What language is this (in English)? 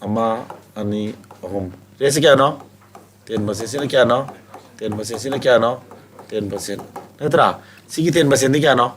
Manipuri